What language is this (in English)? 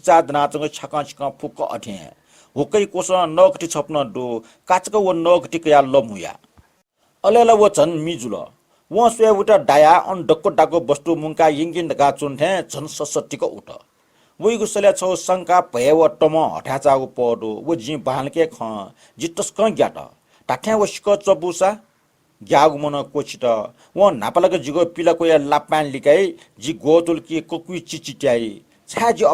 Newari